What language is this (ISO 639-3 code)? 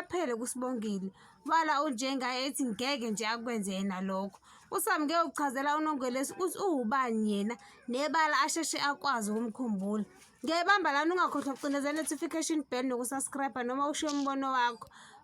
zul